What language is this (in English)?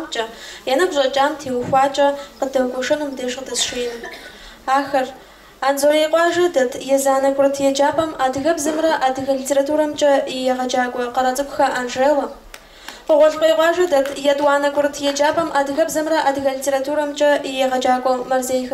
Kabardian